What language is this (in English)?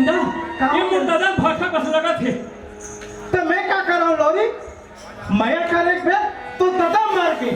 Chhattisgarhi